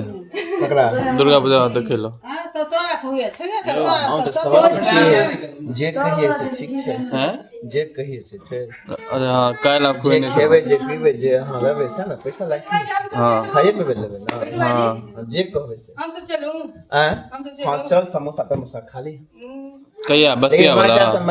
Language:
Maithili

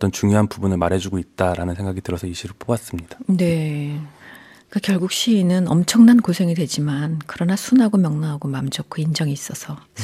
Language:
Korean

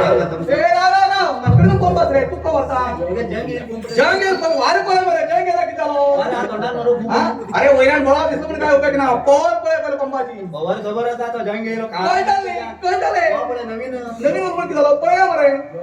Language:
Konkani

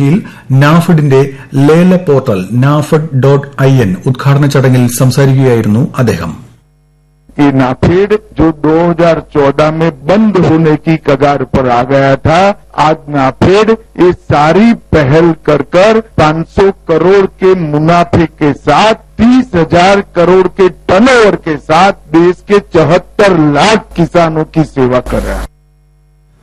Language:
Malayalam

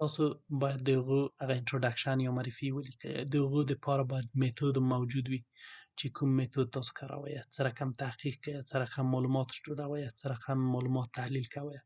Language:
Pashto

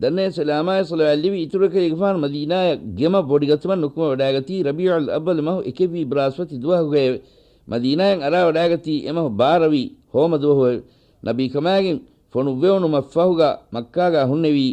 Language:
Divehi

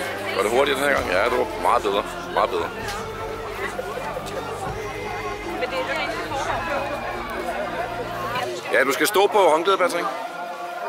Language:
Danish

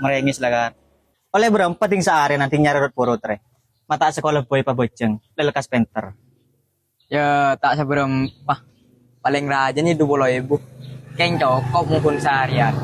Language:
Madurese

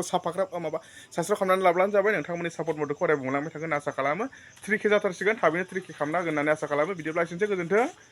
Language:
Bodo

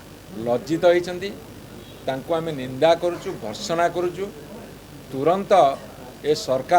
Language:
Odia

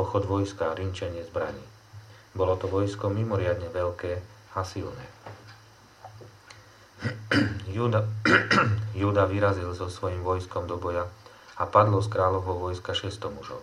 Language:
Slovak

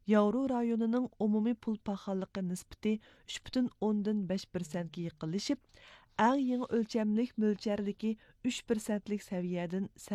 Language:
Uyghur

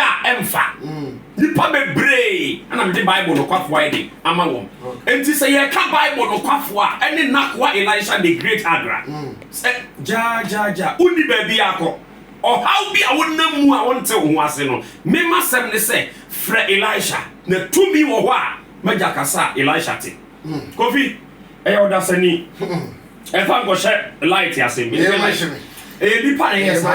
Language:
Akan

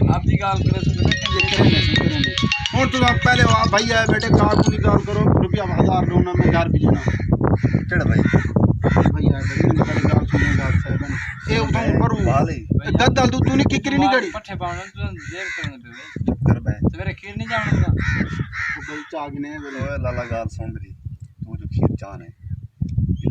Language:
Saraiki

